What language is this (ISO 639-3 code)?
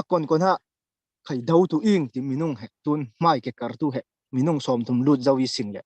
cfm